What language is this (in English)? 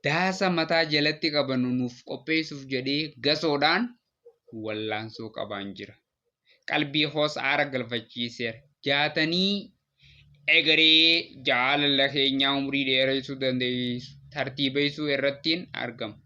Oromo